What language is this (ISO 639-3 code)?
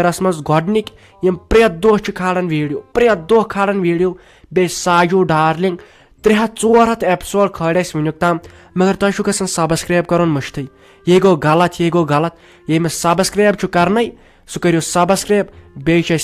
kas